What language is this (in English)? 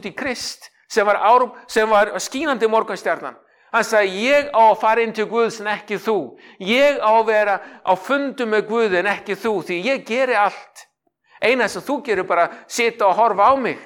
Icelandic